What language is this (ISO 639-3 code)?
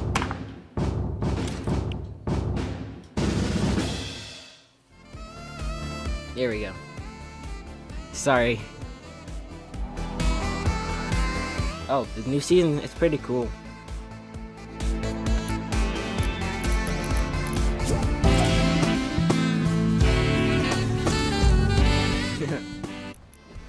eng